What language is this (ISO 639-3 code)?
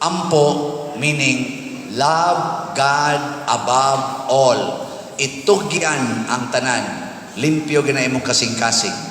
ceb